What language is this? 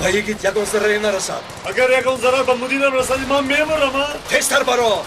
Tajik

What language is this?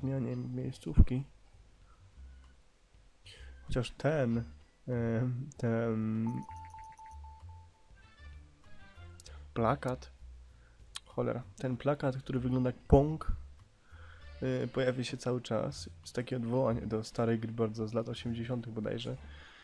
Polish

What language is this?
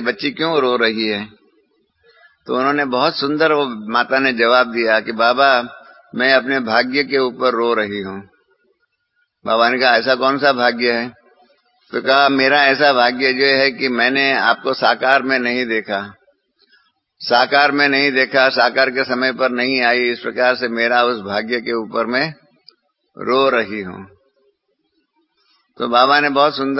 Hindi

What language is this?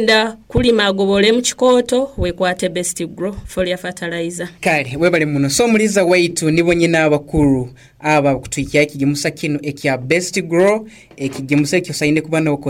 Nyoro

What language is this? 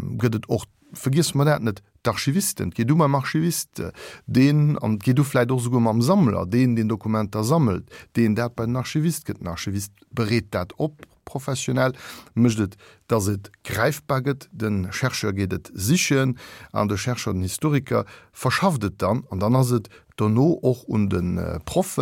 Luxembourgish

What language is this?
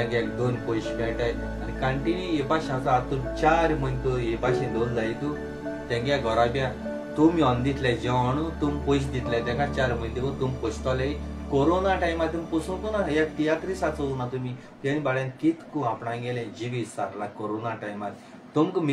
Konkani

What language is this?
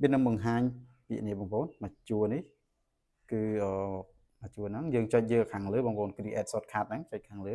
Khmer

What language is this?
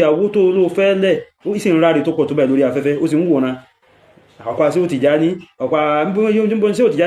Yoruba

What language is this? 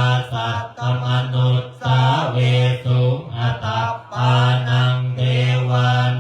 Pali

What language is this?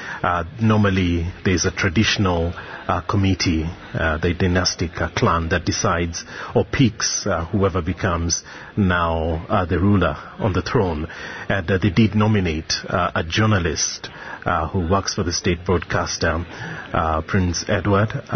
English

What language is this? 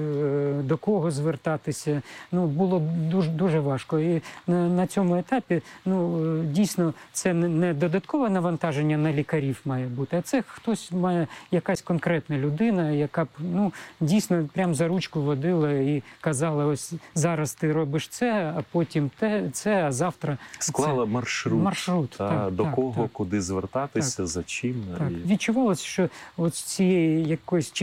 Ukrainian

